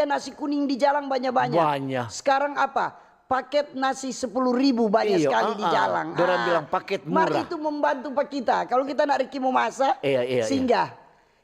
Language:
Manado Malay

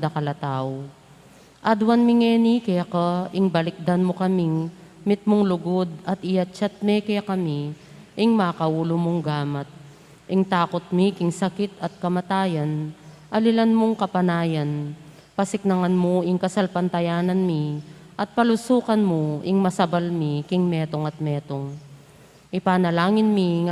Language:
Pampanga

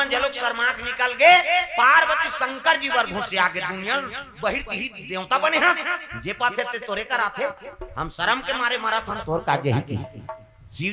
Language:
Chhattisgarhi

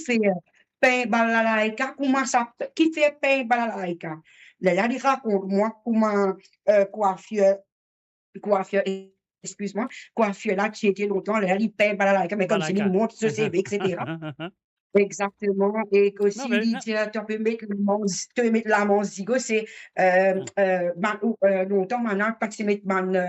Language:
Morisyen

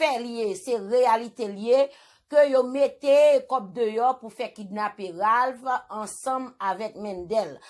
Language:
Haitian Creole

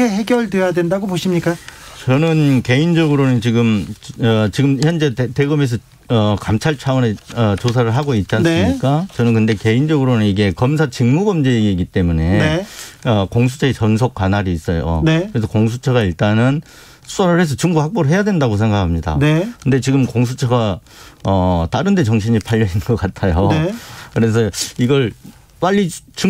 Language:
Korean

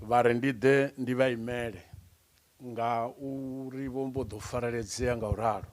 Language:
Venda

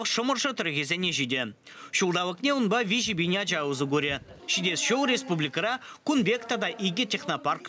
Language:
Chuvash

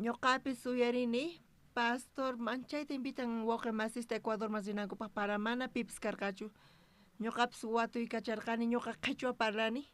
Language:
South Bolivian Quechua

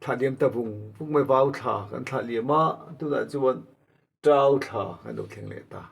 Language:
Mizo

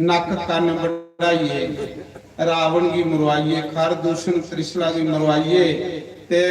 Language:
Dogri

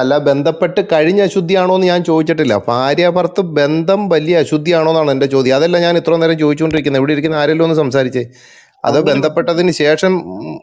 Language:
Malayalam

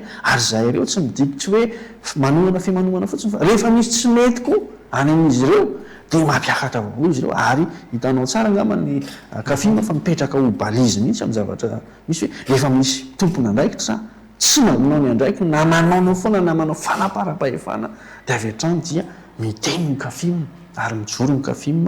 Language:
Malagasy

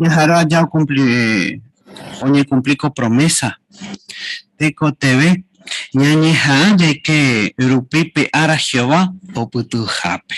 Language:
Guarani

